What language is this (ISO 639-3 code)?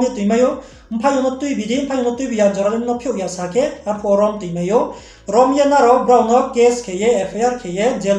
ria